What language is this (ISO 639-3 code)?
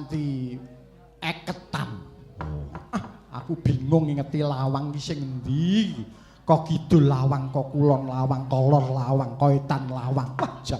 jav